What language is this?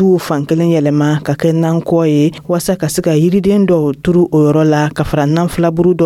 Dyula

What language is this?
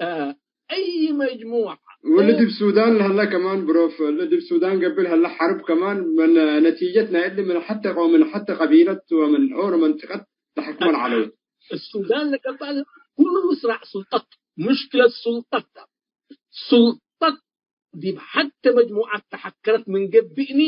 Tigre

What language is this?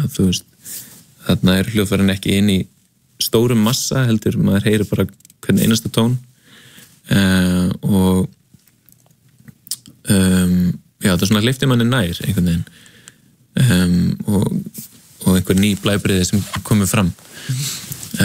Icelandic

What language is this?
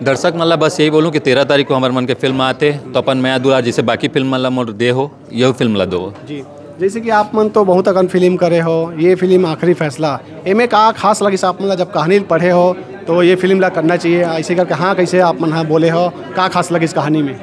Chhattisgarhi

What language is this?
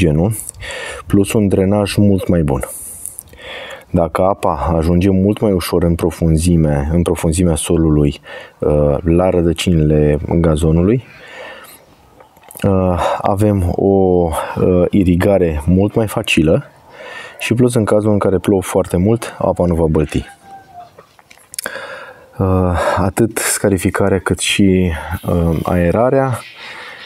Romanian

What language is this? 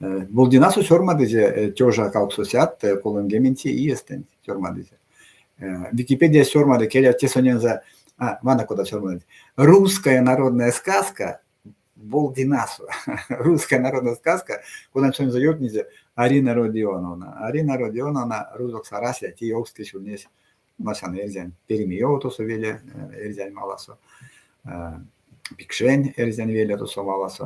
Erzya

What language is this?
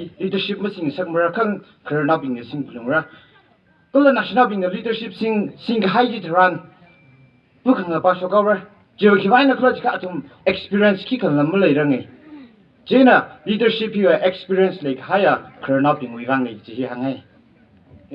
Tangkhul Naga (India)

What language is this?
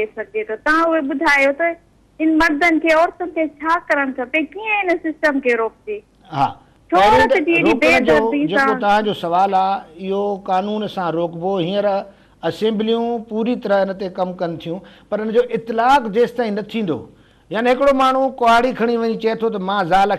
Sindhi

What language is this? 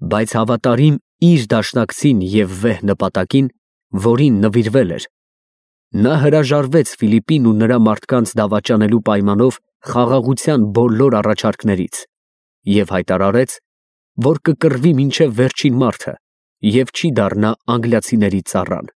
Armenian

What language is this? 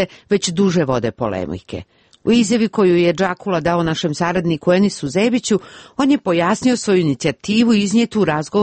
Serbian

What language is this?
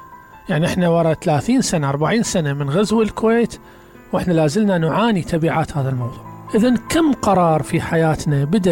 Mesopotamian Arabic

